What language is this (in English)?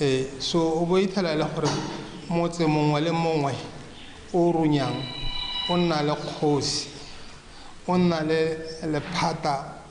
Tswana